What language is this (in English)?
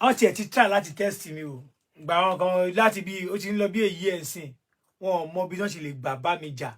Yoruba